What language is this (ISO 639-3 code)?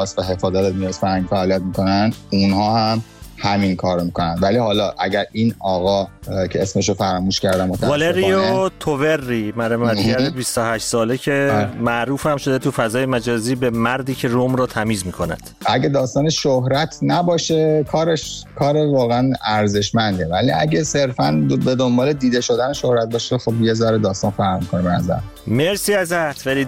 fas